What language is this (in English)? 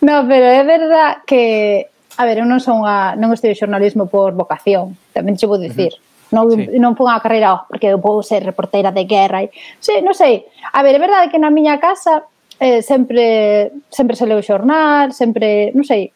Galician